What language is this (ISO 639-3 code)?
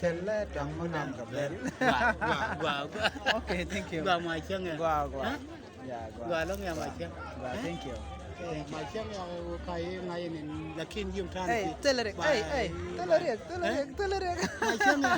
nus